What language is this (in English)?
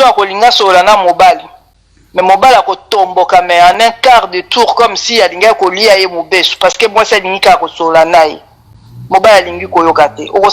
Lingala